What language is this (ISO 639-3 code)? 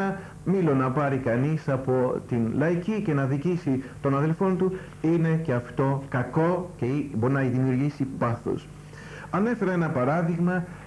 ell